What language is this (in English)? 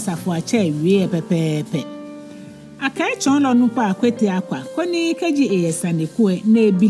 Ga